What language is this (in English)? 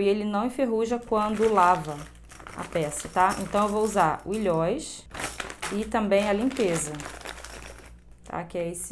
Portuguese